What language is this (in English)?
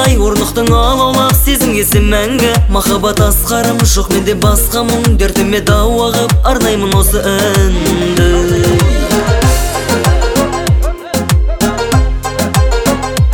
Kazakh